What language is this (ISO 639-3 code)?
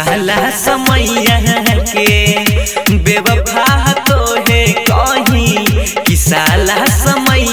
bho